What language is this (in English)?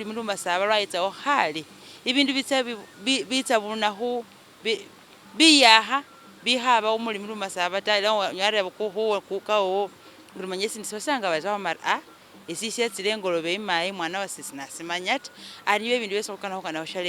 Masaaba